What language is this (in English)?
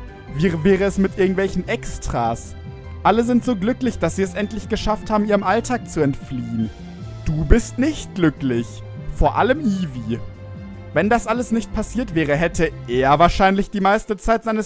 German